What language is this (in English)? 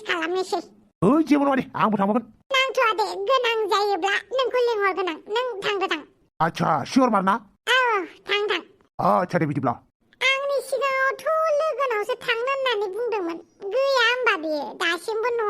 Bodo